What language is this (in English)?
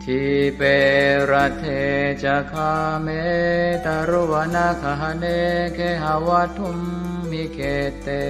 Pali